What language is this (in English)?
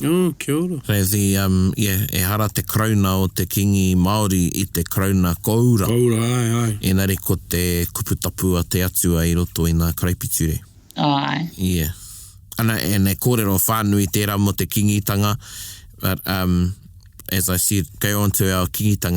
Māori